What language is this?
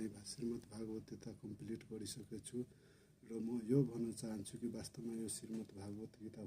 Nepali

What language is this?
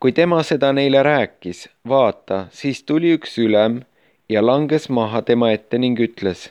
Estonian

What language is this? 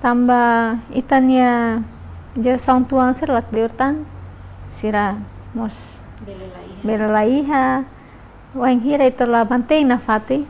Tetum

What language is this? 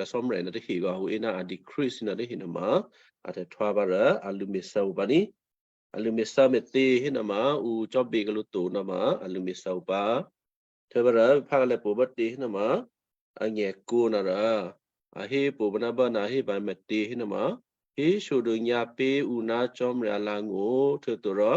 Western Kayah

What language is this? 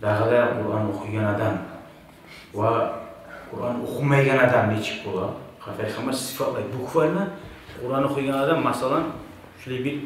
Kumyk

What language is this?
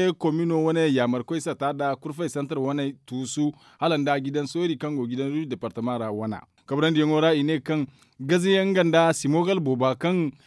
Zarma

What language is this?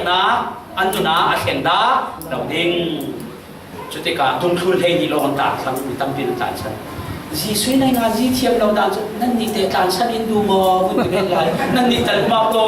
Falam Chin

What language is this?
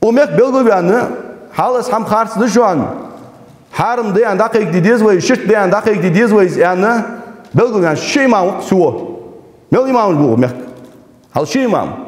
Ingush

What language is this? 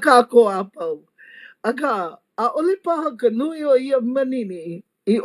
Hawaiian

